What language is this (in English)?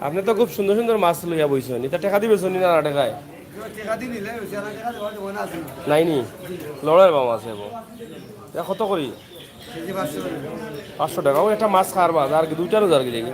Sylheti